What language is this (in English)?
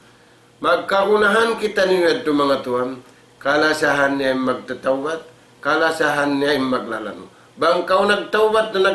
Tausug